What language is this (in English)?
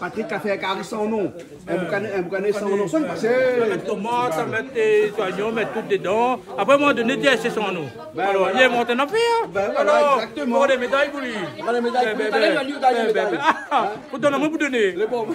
Réunion Creole French